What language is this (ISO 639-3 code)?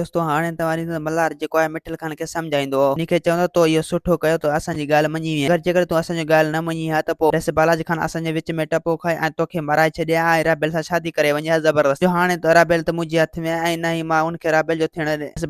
snd